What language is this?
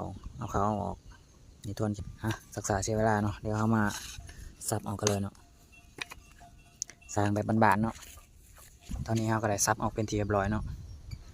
Lao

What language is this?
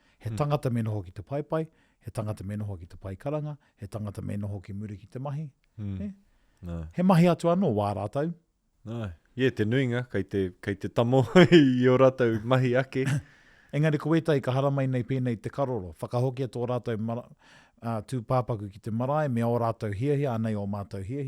Māori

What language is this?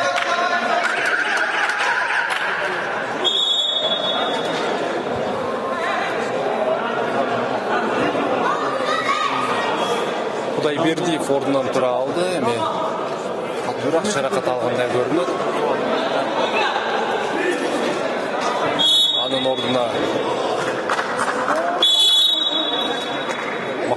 Kyrgyz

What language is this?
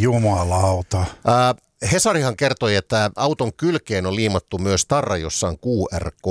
Finnish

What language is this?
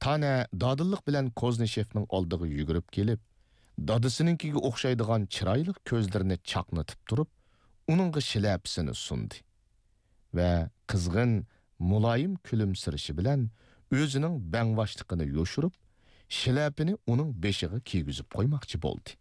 Uyghur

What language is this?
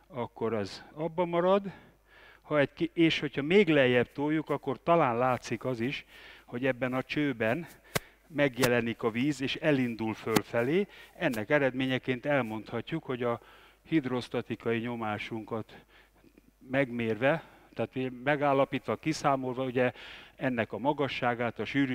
Hungarian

